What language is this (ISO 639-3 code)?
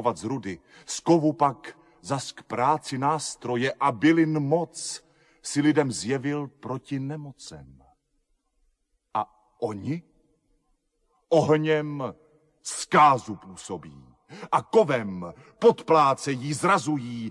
ces